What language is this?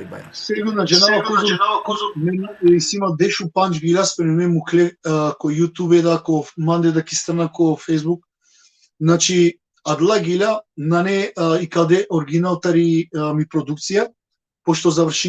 Balkan Romani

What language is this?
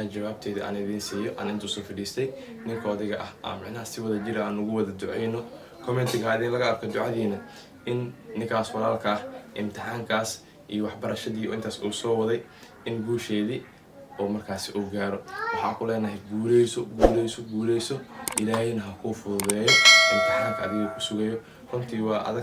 Somali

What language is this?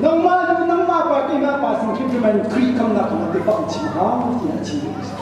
Hakha Chin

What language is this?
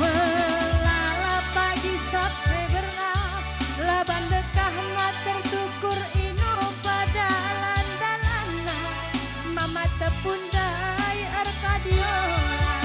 Batak Karo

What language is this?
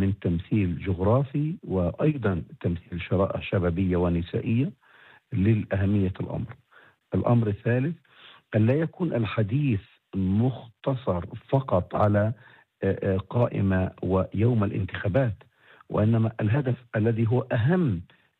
Arabic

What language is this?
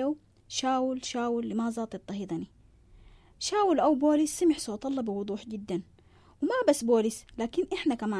Sudanese Arabic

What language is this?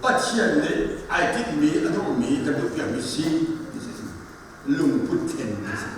Hakha Chin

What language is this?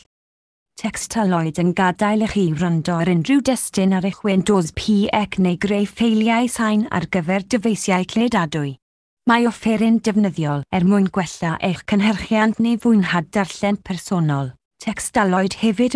Welsh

